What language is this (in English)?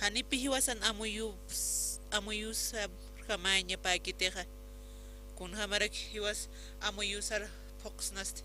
Aymara